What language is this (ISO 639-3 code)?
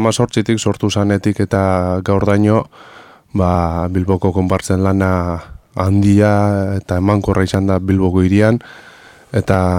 eus